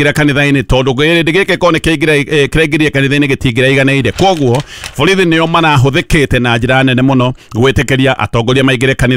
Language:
Kikuyu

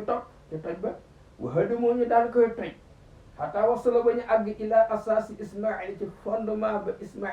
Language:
Wolof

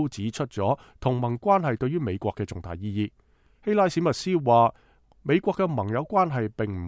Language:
Cantonese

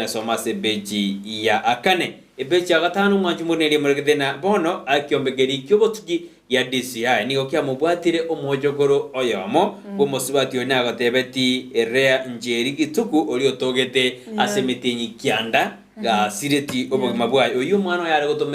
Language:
Gusii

